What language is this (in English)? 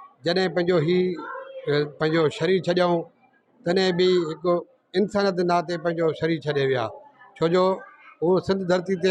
Sindhi